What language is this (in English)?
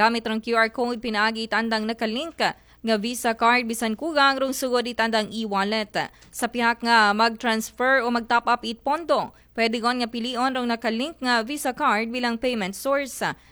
Aklanon